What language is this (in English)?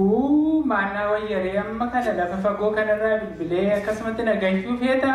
Oromo